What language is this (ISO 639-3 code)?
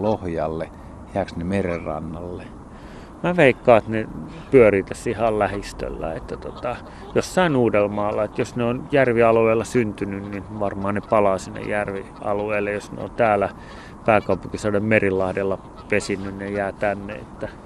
fin